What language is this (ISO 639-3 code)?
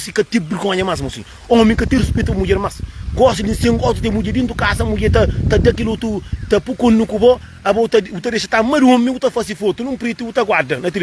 kea